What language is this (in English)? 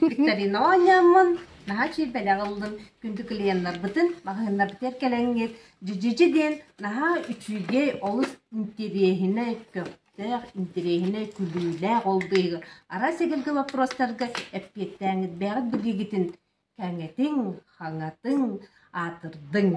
Yakut